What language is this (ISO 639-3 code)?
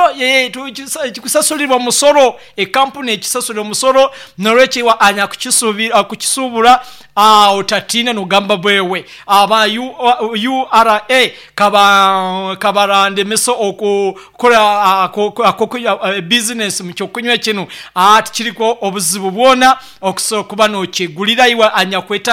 nyo